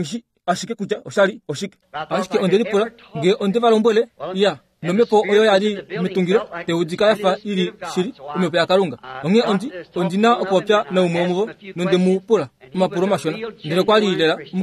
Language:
Kuanyama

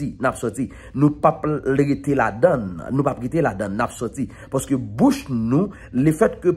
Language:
Haitian Creole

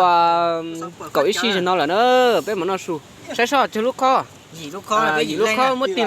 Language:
Hmong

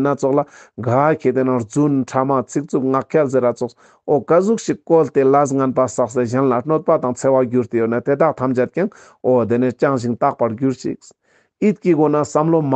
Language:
Ladakhi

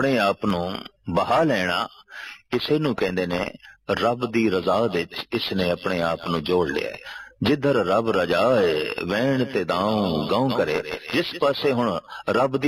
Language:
Punjabi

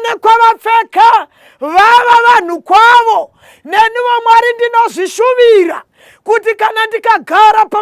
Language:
Shona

